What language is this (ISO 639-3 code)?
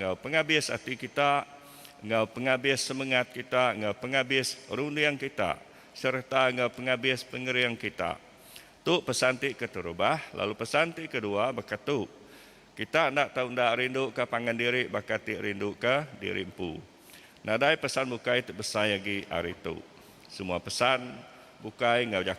iba